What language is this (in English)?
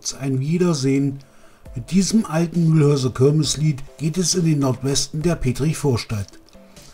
German